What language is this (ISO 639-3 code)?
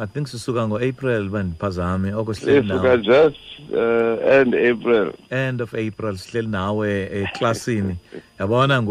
xho